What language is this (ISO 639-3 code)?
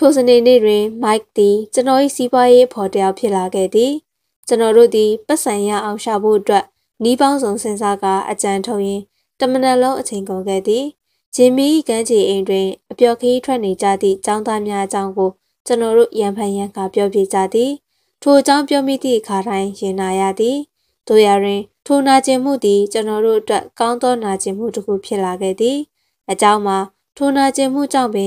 mya